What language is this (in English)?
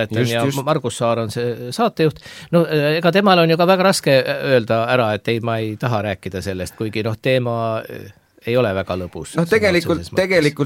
Estonian